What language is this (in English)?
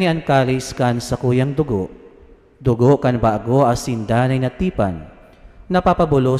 Bikol